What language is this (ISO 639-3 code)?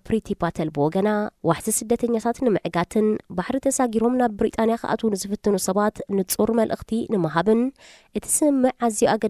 tir